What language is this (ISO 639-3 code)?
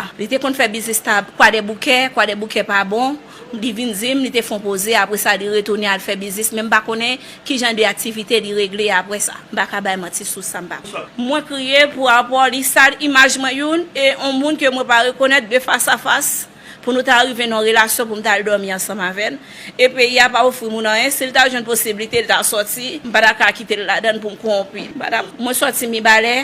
hat